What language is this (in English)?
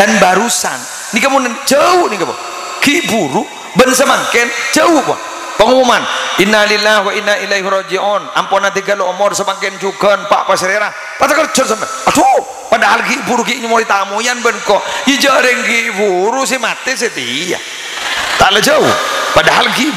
Madurese